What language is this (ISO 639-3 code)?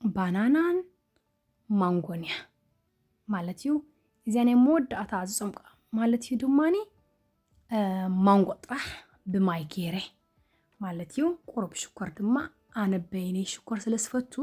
tir